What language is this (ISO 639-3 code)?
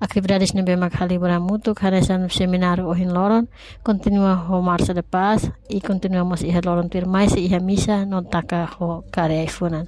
tet